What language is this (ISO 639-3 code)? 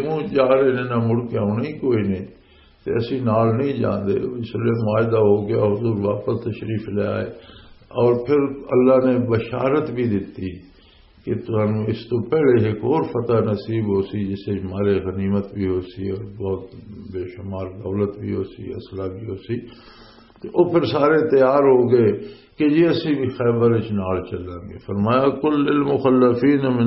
lah